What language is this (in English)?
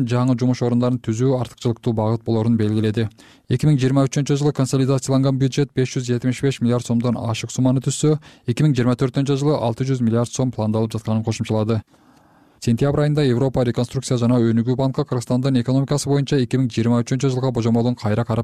Kyrgyz